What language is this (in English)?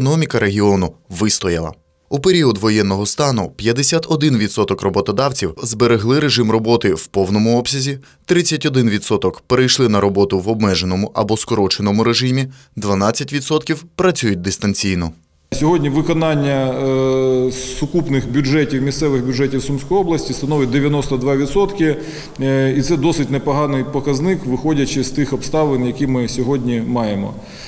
Ukrainian